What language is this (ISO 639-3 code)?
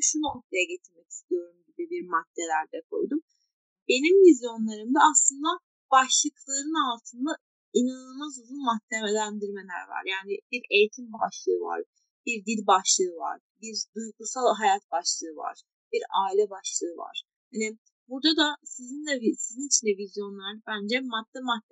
tur